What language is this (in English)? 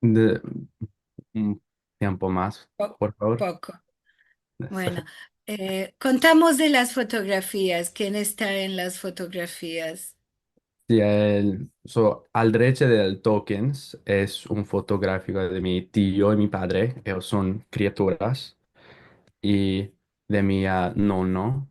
Ladino